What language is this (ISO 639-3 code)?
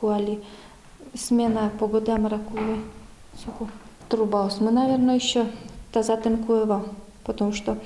udm